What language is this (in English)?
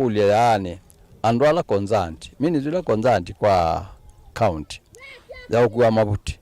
Kamba